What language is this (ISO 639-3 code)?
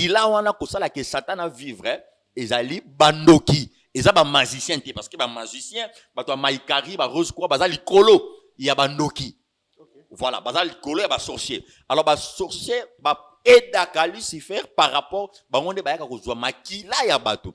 lin